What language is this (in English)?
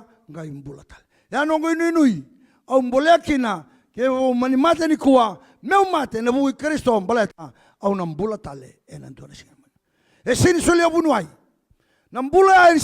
Fijian